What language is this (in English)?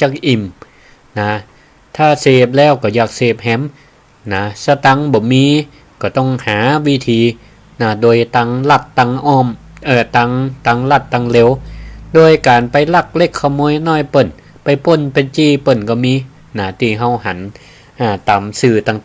Northern Thai